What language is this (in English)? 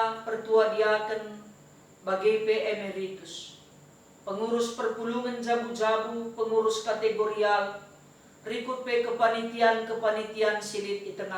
Batak Karo